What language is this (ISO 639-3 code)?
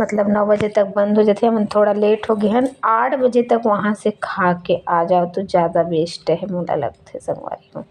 hne